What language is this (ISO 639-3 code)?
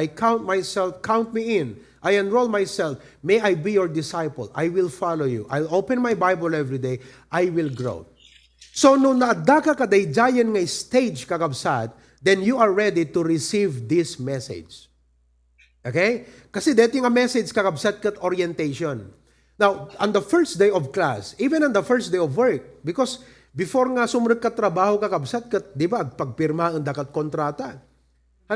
ilo